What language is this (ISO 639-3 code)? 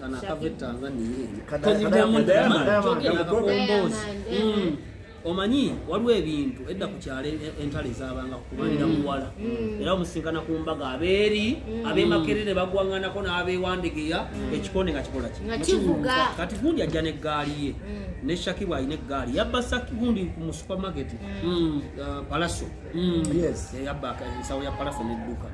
lug